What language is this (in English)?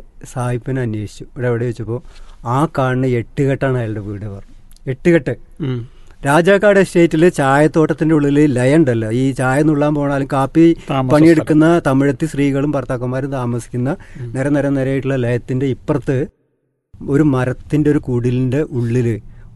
Malayalam